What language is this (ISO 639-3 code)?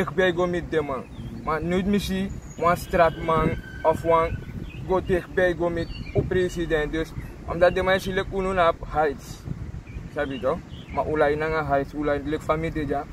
srn